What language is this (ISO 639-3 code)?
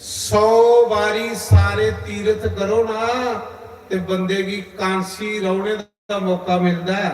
doi